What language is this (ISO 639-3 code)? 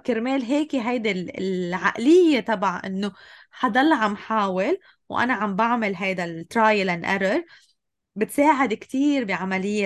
apc